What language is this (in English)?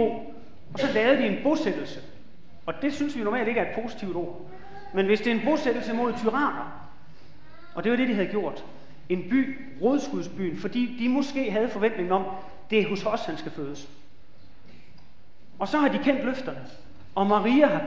Danish